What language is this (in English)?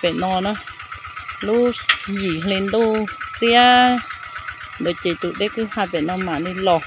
Hmong